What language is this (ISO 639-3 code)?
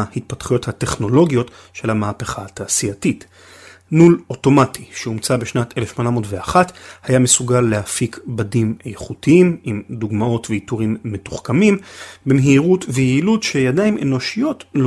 heb